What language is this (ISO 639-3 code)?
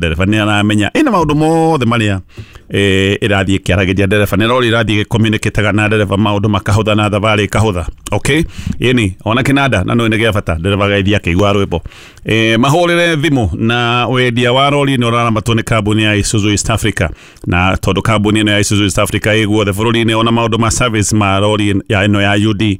kik